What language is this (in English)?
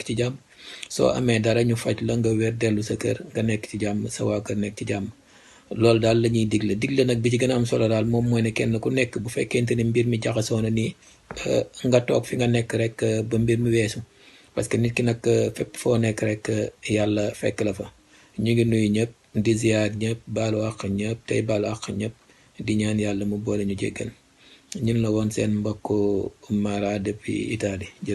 Wolof